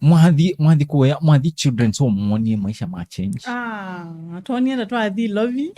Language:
Kamba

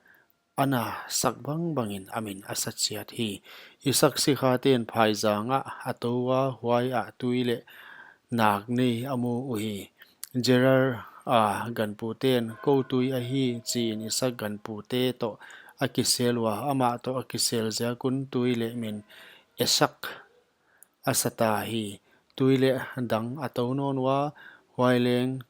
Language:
Paite Chin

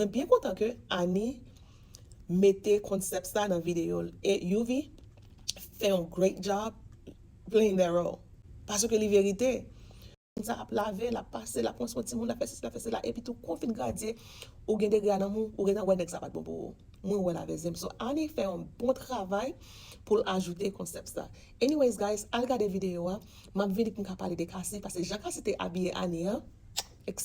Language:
Haitian Creole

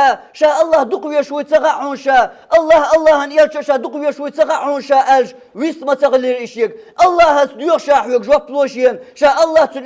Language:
Chechen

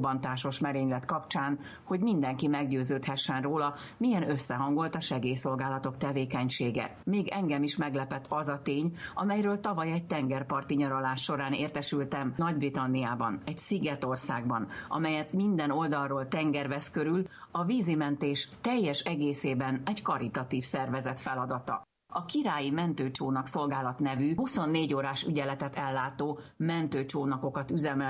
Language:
Hungarian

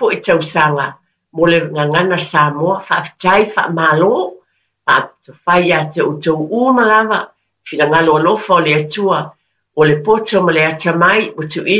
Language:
Samoan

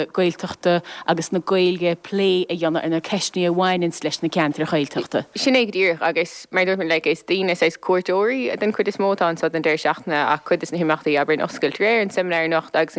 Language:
Irish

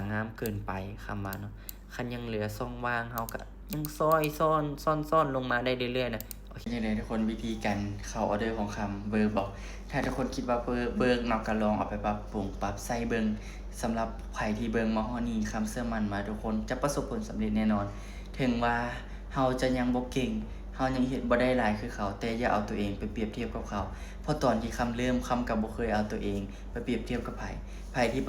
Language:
Lao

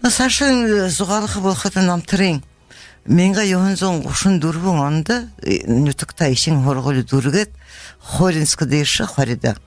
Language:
Buriat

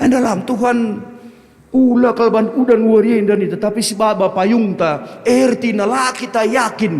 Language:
Batak Karo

